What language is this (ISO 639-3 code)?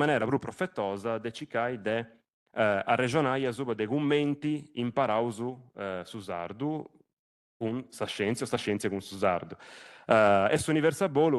srd